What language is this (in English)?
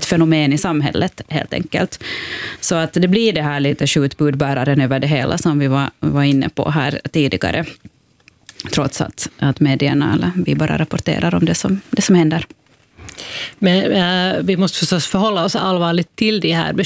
Swedish